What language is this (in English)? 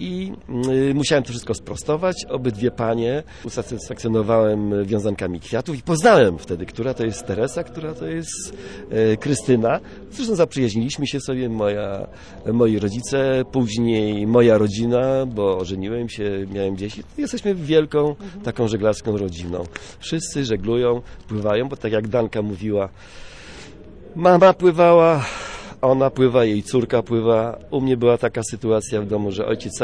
Polish